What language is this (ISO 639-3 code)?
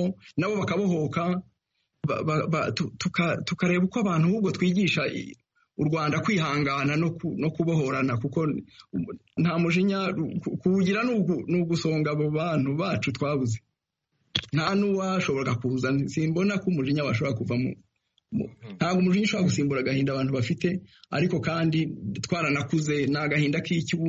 kin